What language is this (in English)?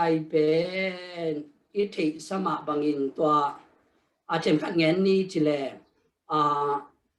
Tedim Chin